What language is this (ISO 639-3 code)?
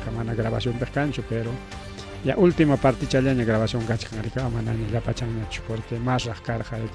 quy